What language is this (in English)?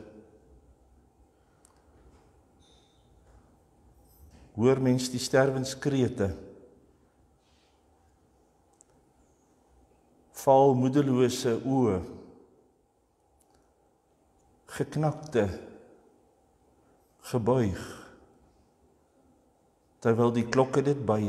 Afrikaans